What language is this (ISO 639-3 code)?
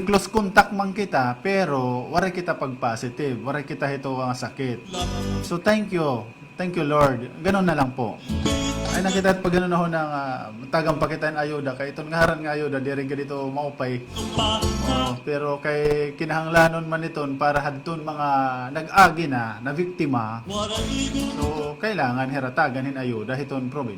war